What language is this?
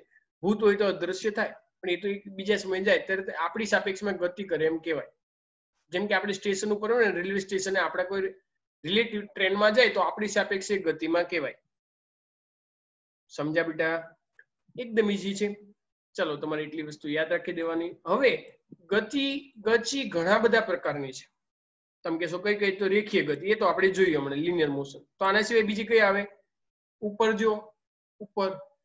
Gujarati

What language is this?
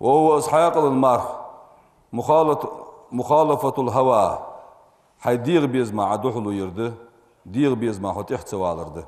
Ingush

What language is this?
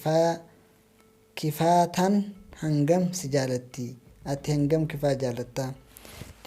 Oromo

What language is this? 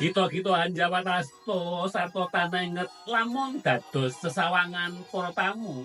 Javanese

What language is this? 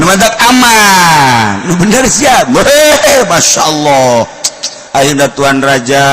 Sundanese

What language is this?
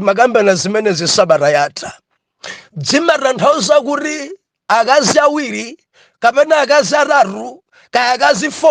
Nyanja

